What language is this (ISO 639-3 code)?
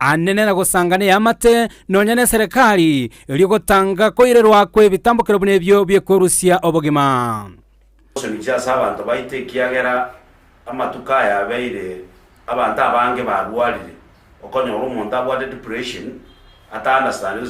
guz